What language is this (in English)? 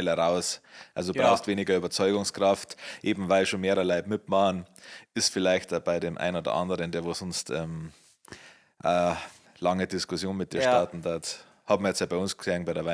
Bavarian